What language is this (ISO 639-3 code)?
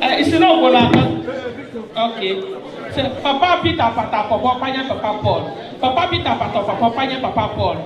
ibo